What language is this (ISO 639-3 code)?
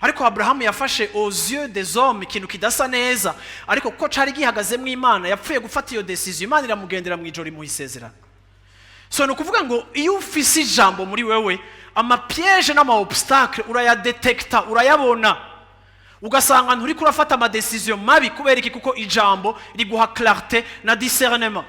run